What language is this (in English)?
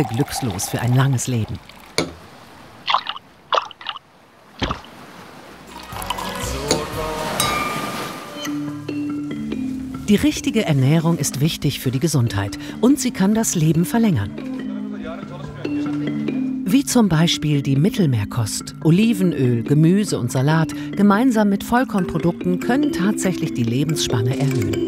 German